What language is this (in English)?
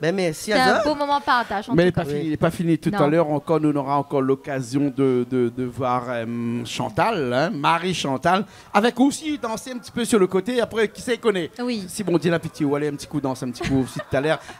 Réunion Creole French